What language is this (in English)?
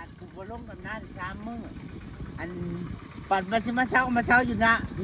Northeastern Thai